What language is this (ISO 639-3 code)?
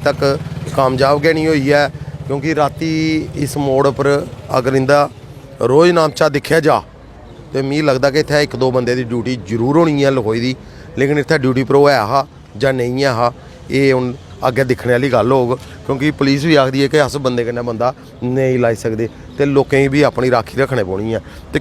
doi